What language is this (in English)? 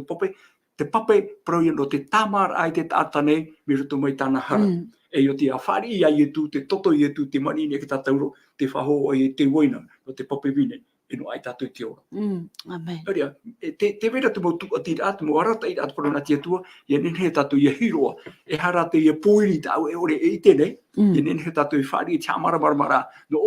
Tahitian